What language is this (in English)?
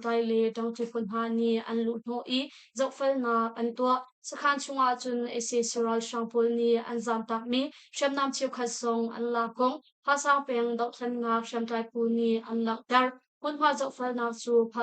Hakha Chin